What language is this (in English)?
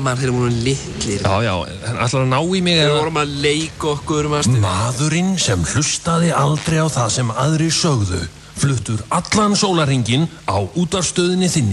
Icelandic